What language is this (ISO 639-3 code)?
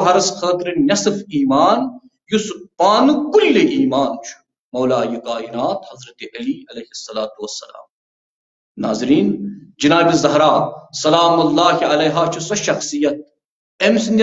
kas